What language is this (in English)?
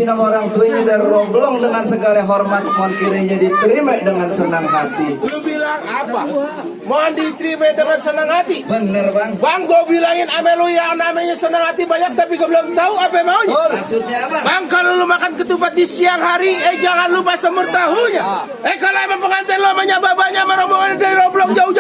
Betawi